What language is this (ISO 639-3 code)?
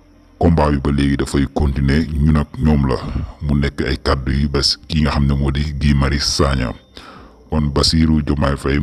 wol